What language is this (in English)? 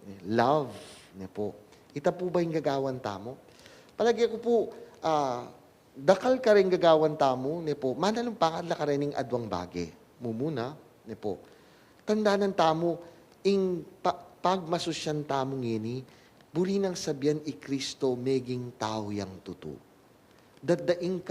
Pampanga